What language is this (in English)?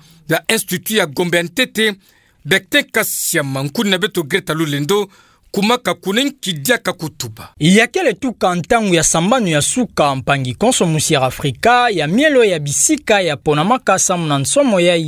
Kituba (Democratic Republic of Congo)